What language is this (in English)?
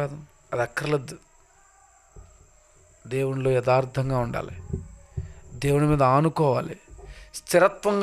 Telugu